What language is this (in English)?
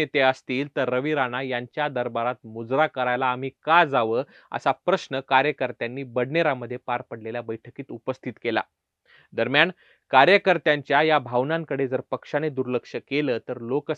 Marathi